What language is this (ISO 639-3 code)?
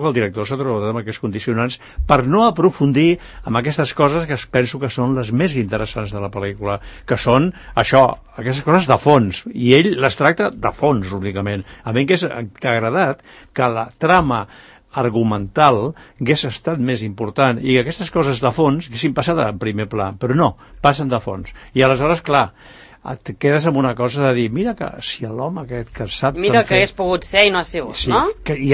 cat